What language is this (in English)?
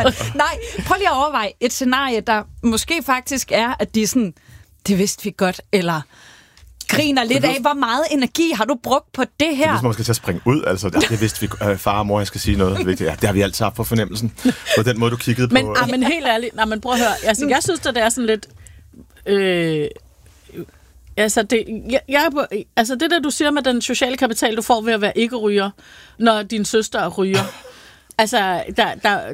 Danish